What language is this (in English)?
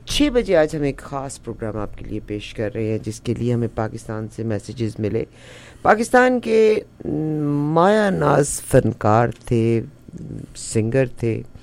Urdu